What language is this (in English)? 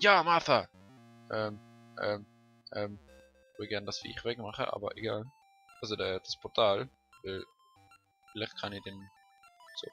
Swiss German